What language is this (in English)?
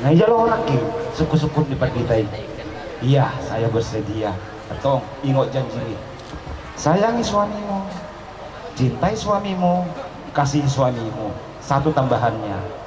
Batak Toba